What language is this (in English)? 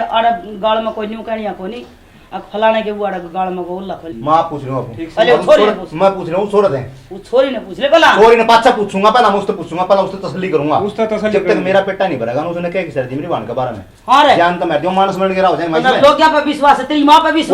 Haryanvi